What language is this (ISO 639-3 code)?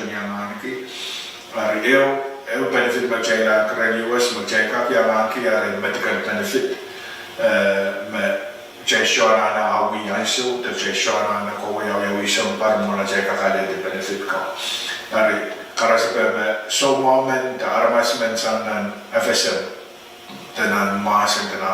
pon